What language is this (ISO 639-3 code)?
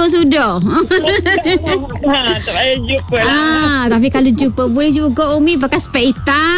msa